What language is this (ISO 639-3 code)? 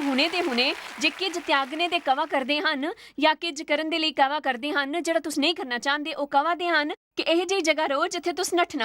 doi